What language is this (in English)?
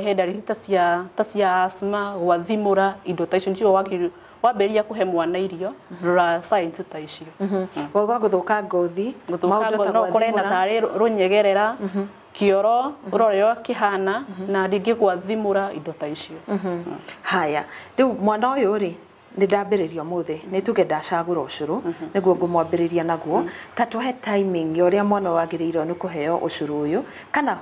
Kikuyu